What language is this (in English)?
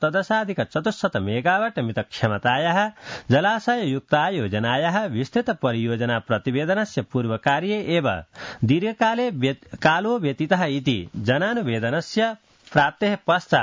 Sanskrit